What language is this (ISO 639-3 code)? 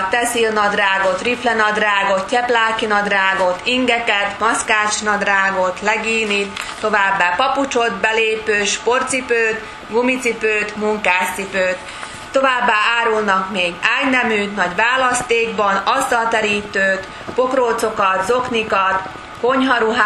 slk